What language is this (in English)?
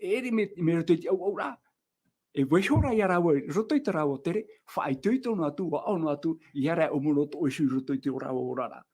Tahitian